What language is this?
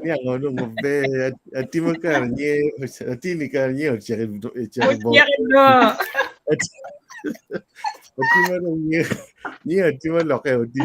Acoli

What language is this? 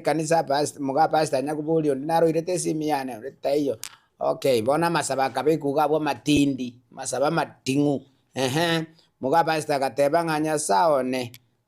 Gusii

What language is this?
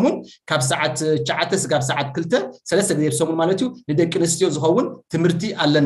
Tigrinya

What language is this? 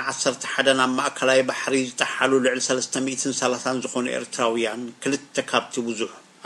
Tigrinya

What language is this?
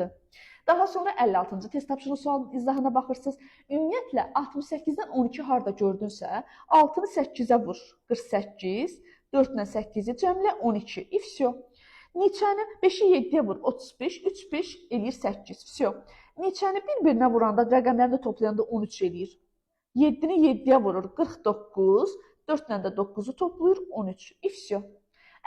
Azerbaijani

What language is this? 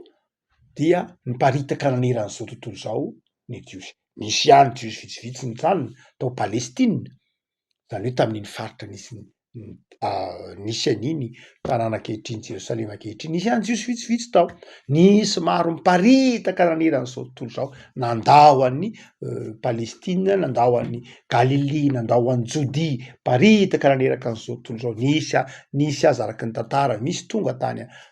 Malagasy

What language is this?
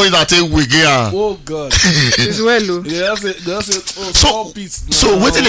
Nigerian Pidgin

